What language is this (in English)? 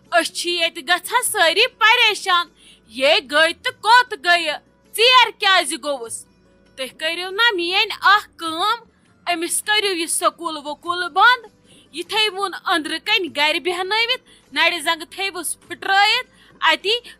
Kashmiri